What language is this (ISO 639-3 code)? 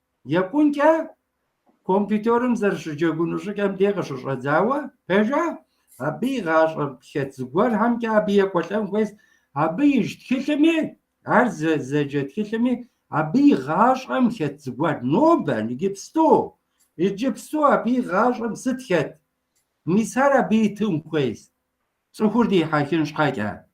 kbd